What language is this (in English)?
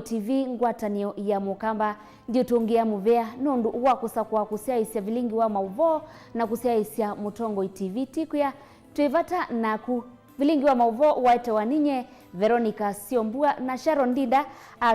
Kamba